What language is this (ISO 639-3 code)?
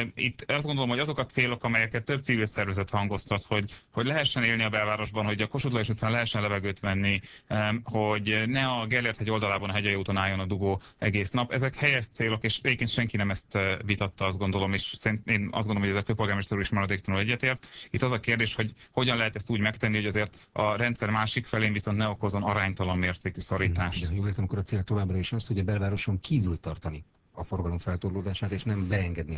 hun